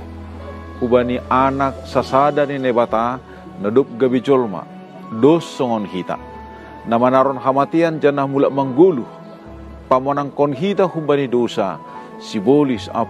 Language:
Batak Simalungun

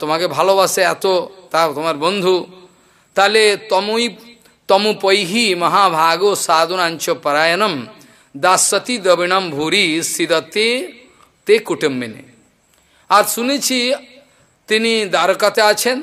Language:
Bangla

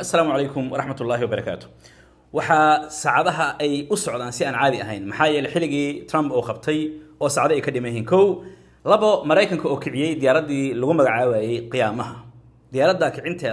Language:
Somali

